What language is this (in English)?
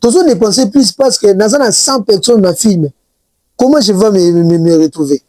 Lingala